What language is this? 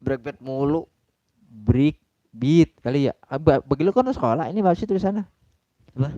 Betawi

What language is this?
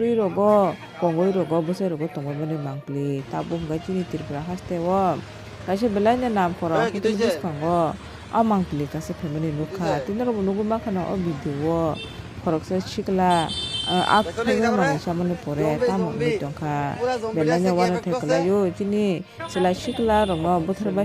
Kok Borok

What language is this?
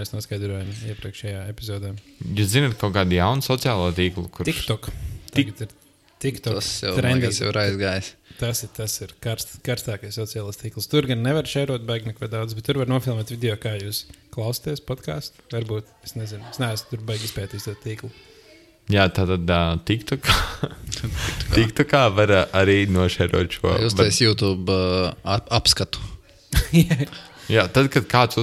Latvian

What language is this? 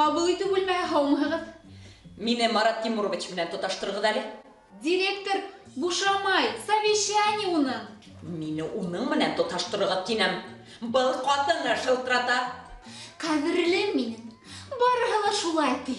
Bashkir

